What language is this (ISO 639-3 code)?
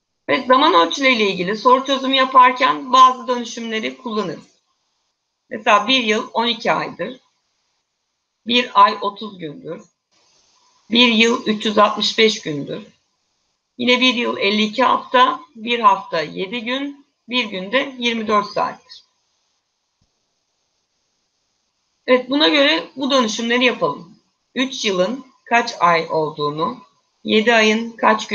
tur